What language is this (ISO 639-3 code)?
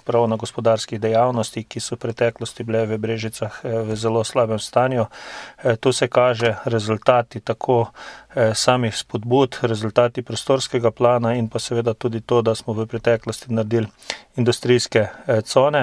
slv